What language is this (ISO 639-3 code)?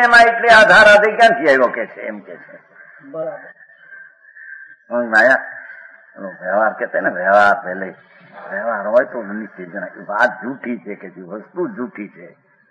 guj